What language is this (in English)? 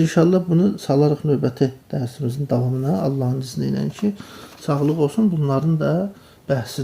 Azerbaijani